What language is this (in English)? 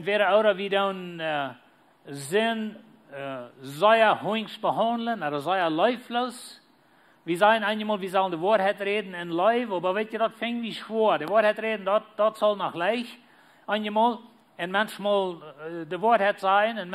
Plautdietsch